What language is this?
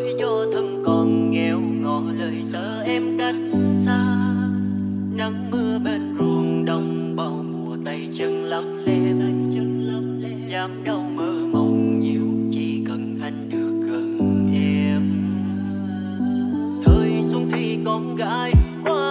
Vietnamese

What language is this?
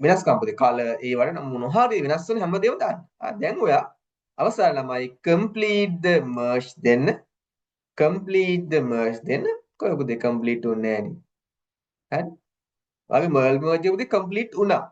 Sinhala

